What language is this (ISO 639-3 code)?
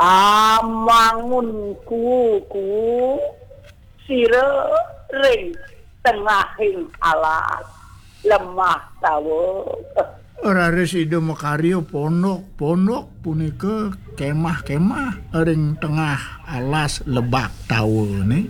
ban